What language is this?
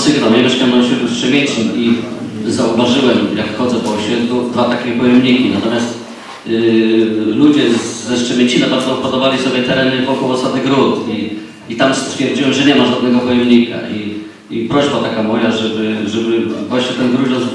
Polish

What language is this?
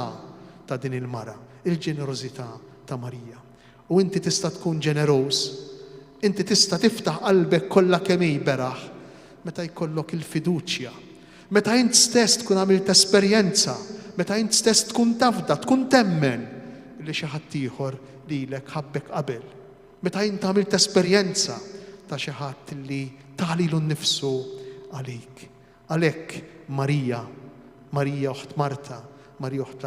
Maltese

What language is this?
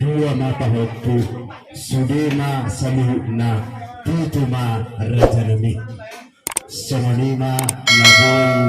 Batak Toba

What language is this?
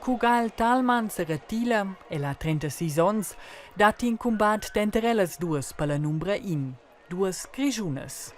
Romansh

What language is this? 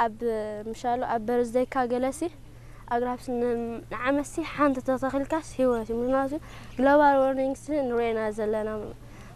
Tigrinya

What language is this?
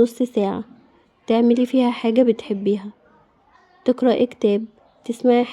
Egyptian Arabic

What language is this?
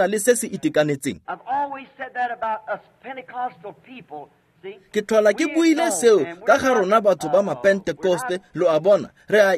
Tswana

